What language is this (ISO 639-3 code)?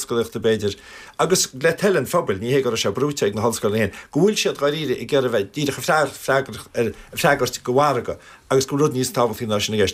gle